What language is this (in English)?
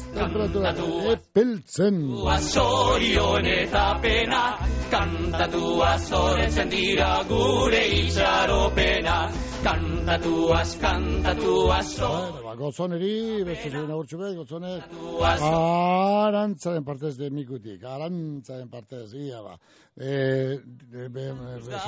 Basque